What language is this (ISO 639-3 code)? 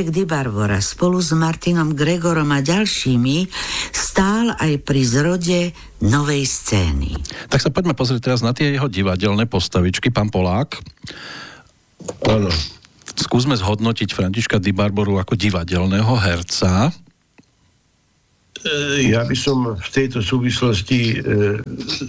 slk